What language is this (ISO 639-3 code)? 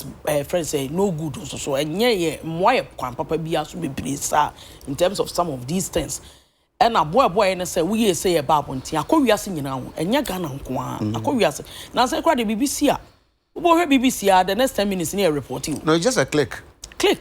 aka